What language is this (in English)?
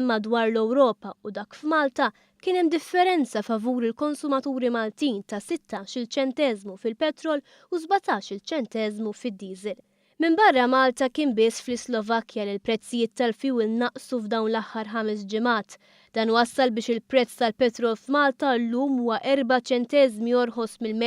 Maltese